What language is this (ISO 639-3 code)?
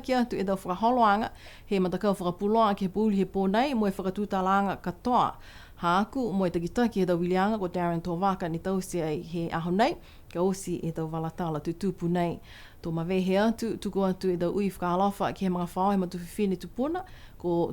niu